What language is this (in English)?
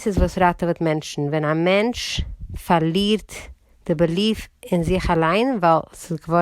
Yiddish